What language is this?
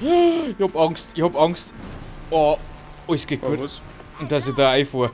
Bavarian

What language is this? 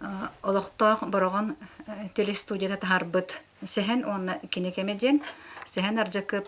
Yakut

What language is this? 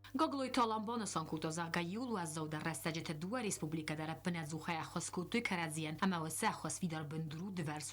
Ossetic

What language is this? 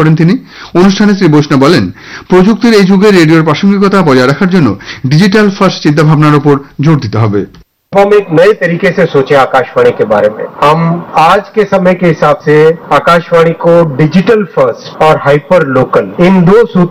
Bangla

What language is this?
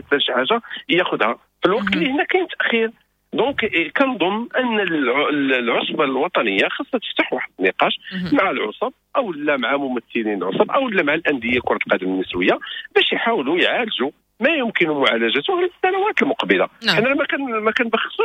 Moroccan Arabic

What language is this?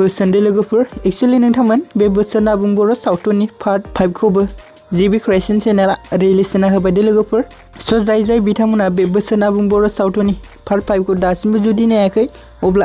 Bodo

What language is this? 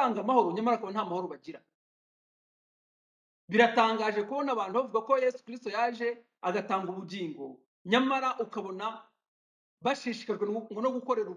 Kinyarwanda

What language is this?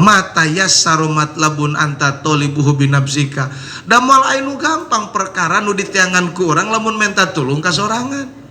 Sundanese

